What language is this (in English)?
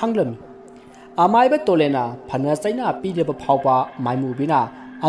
Manipuri